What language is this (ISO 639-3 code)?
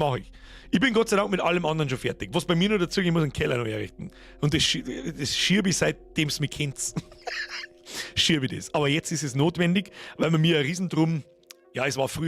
bar